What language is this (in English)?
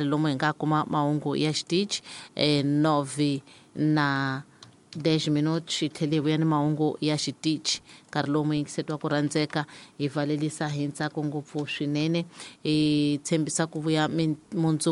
Tsonga